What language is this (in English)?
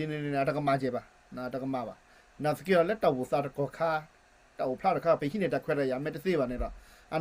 S'gaw Karen